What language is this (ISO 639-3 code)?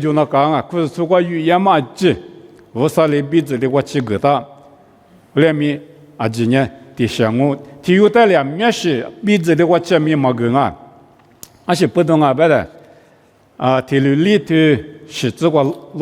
lis